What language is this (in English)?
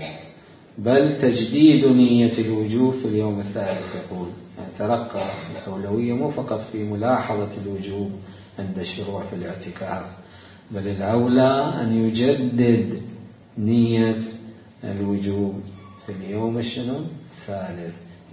Mesopotamian Arabic